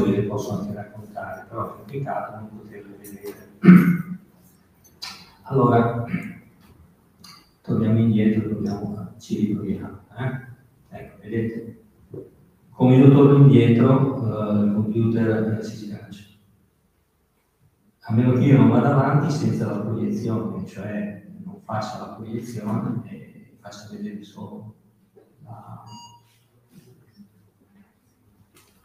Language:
Italian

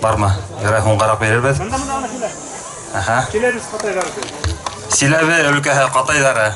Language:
Bashkir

